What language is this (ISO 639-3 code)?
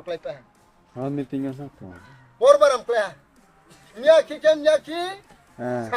ria